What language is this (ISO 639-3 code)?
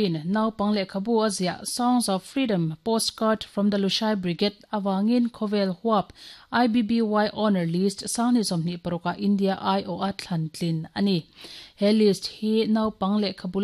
lus